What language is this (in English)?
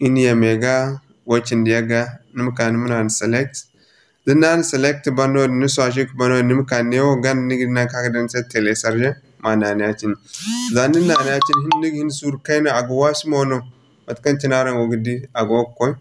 Zarma